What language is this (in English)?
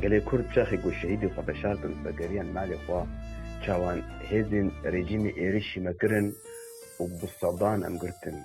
Kurdish